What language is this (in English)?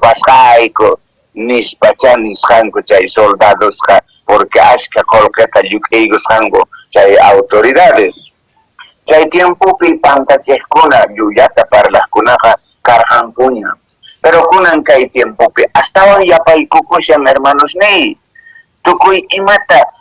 Quechua